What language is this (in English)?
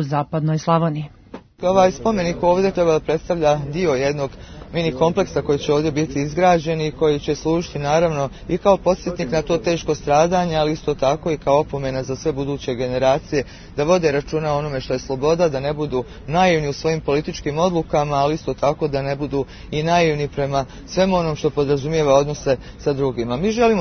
Serbian